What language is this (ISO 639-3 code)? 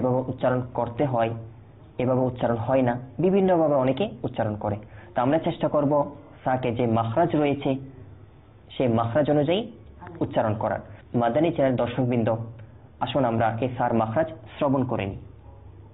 ben